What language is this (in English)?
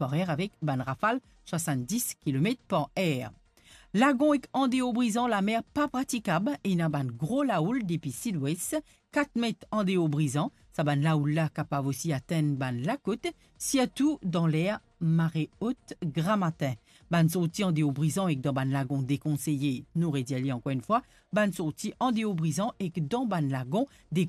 Morisyen